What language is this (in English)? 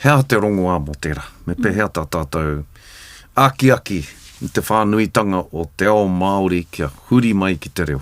Māori